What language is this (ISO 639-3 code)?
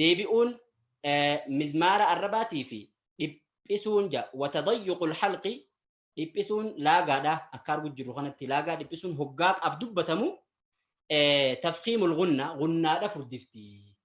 orm